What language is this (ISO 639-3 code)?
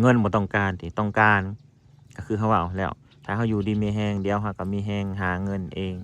tts